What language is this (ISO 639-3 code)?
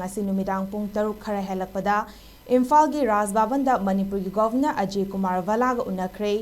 mni